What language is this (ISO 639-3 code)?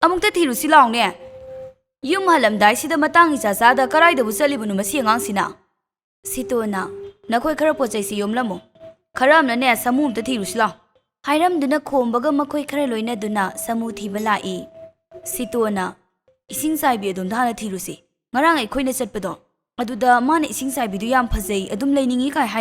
mni